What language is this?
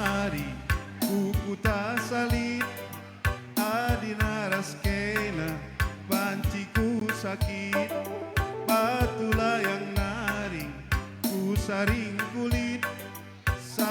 Batak Karo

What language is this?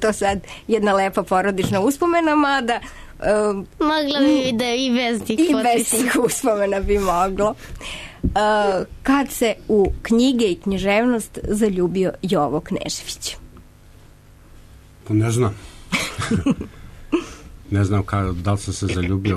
Serbian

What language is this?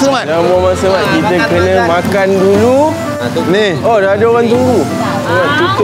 Malay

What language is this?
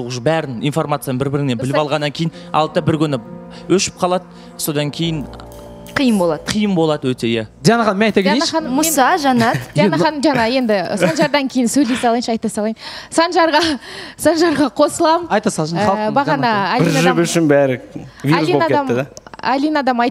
Kazakh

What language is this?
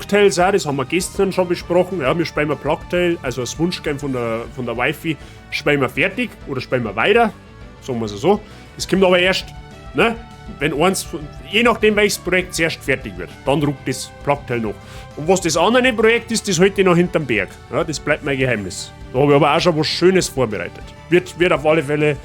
Bavarian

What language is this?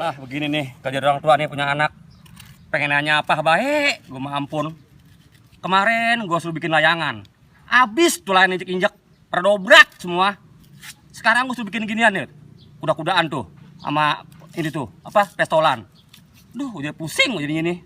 Betawi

